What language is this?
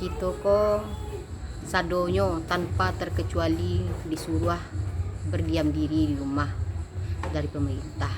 Minangkabau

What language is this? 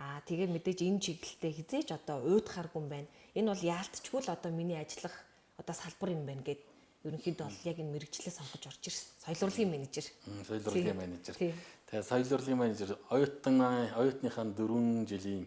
Mongolian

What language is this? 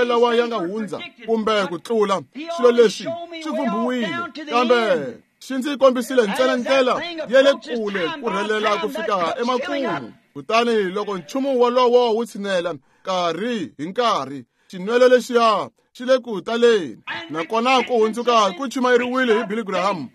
Tsonga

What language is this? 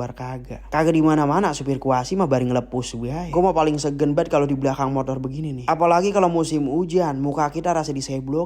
Betawi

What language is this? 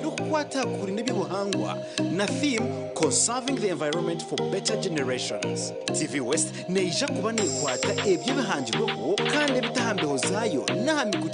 Nyankole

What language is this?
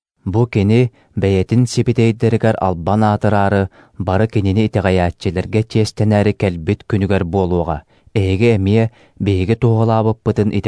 Yakut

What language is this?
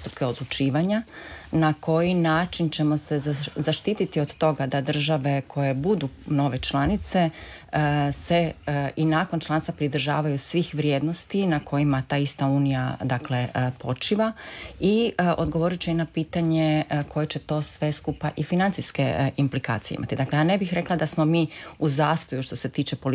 Croatian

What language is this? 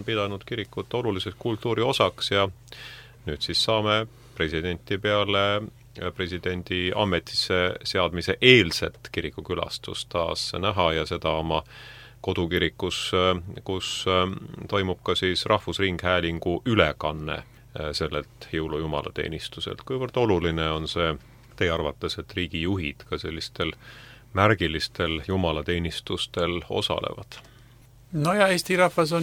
Estonian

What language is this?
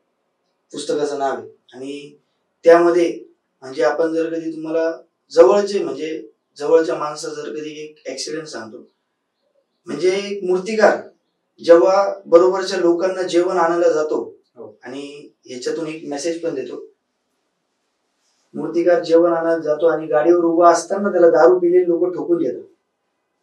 Marathi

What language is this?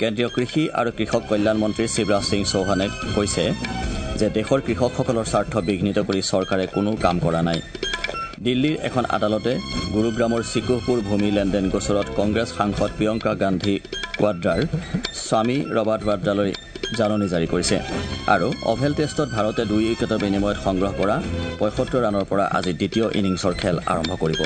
Assamese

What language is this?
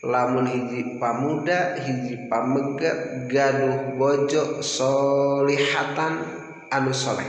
Sundanese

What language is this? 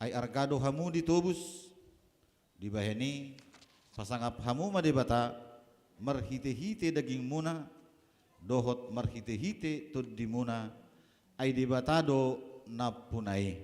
Batak Toba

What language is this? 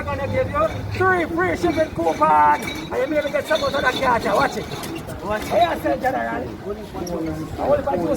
Jamaican Creole English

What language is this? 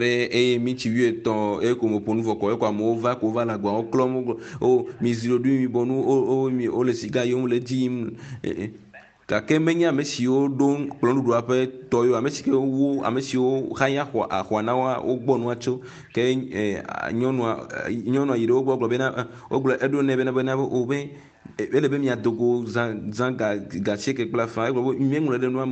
Ewe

